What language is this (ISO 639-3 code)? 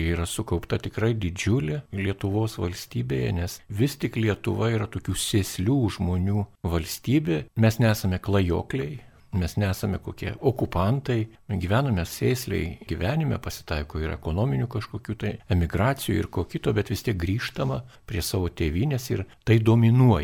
lit